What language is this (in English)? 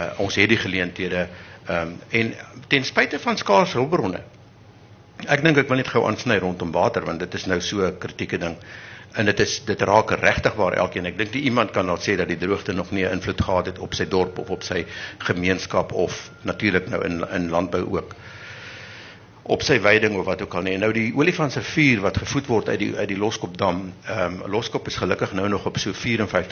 Afrikaans